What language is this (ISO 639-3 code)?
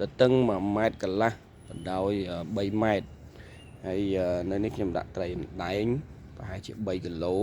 khm